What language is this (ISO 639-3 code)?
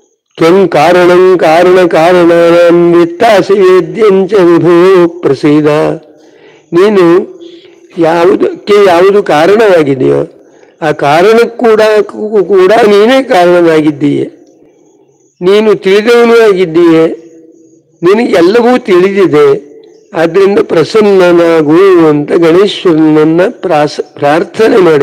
kan